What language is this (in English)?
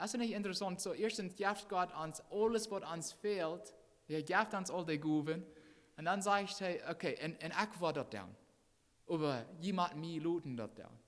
Plautdietsch